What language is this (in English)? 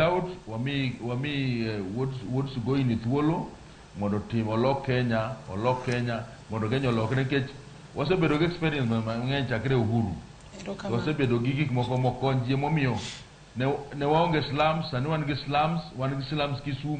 Luo (Kenya and Tanzania)